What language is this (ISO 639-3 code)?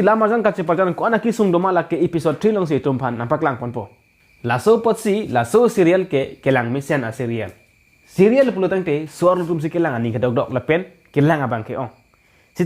mjw